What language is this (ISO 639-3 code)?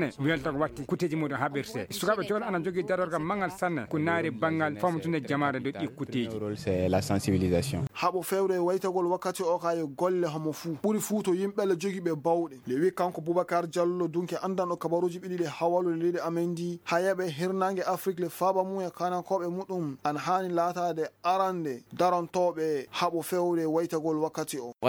ffm